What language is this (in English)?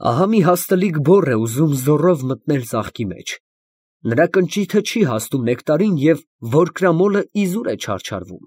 Armenian